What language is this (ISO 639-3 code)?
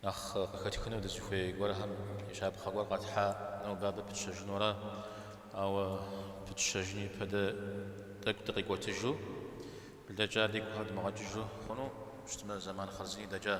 kbd